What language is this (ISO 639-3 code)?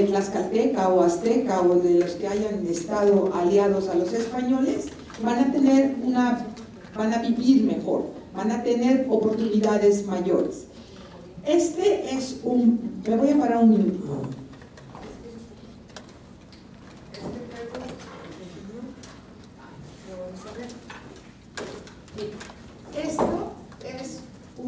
spa